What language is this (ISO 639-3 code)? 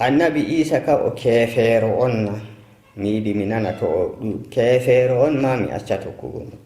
fuv